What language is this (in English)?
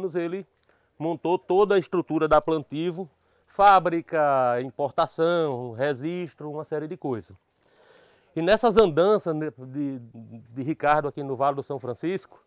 Portuguese